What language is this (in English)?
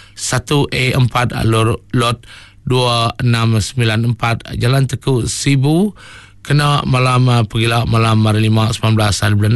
Iban